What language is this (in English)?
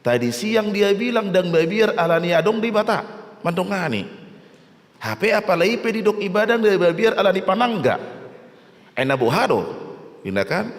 Batak Toba